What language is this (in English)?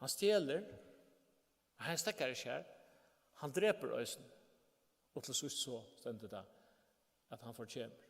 Faroese